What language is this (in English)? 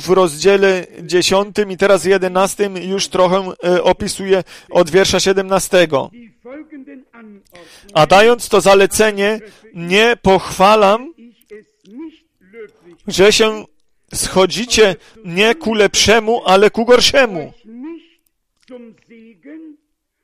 Polish